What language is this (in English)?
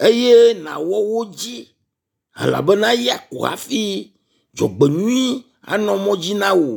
Ewe